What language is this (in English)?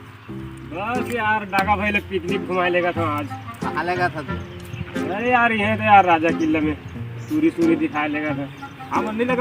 Chhattisgarhi